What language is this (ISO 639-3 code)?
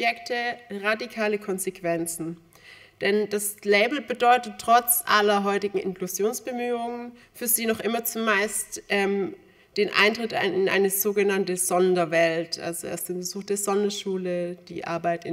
deu